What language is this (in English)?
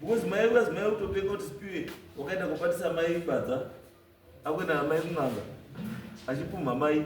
Shona